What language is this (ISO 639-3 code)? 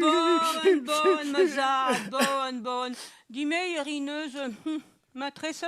bre